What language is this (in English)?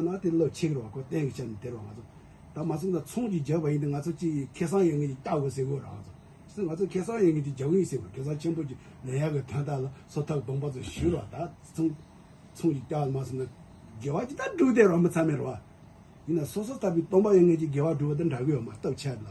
Tibetan